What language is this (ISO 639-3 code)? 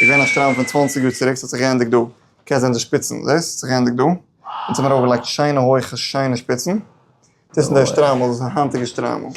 yid